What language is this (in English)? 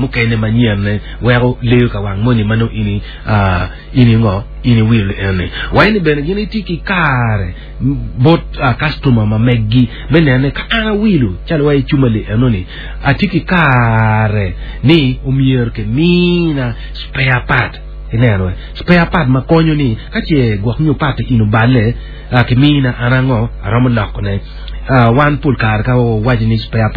Acoli